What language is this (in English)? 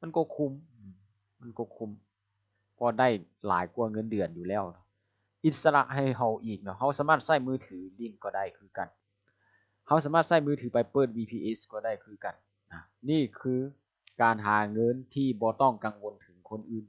Lao